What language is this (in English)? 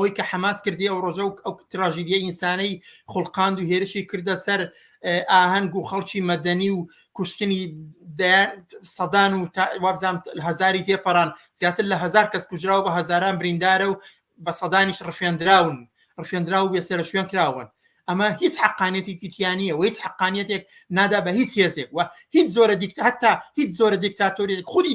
Central Kurdish